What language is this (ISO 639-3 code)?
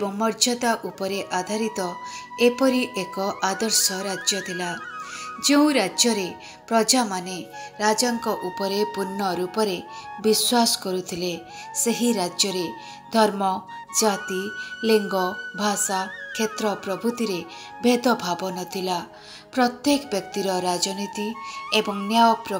ori